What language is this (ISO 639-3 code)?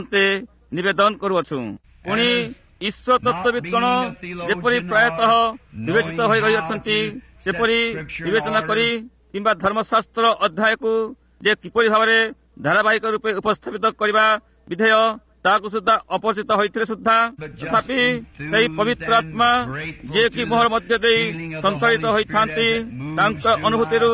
ori